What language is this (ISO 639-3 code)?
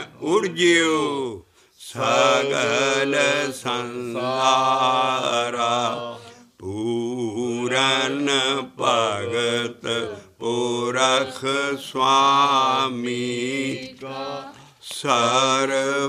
pan